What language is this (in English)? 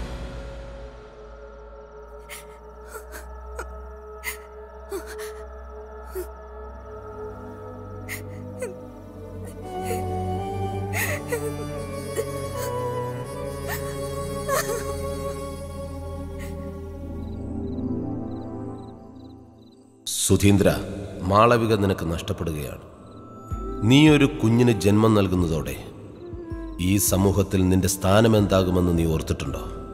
Malayalam